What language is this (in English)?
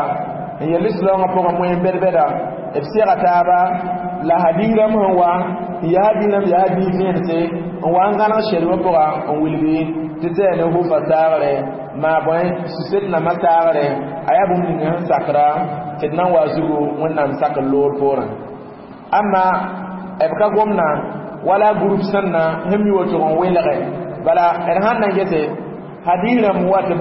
Mossi